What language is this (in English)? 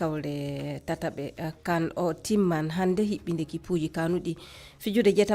Fula